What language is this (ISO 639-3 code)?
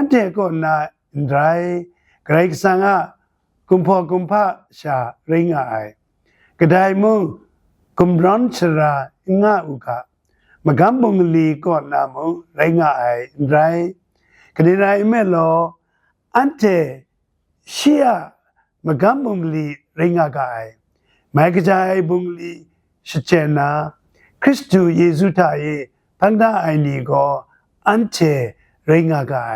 kac